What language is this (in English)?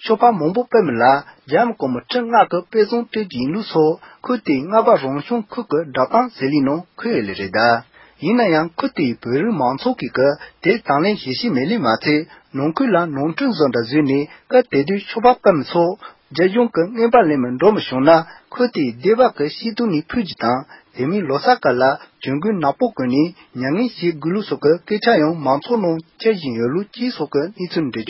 Tibetan